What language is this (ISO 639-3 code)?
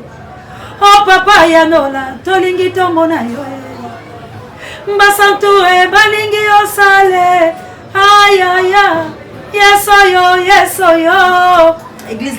lin